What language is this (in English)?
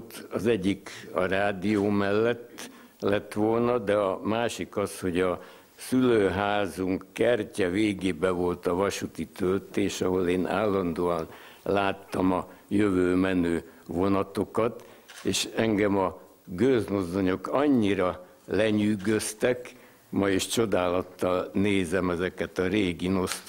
Hungarian